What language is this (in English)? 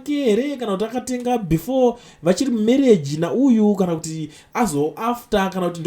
Shona